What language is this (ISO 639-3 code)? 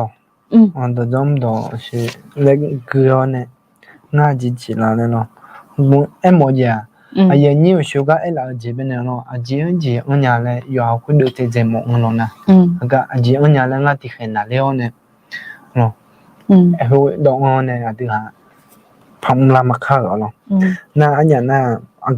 ahk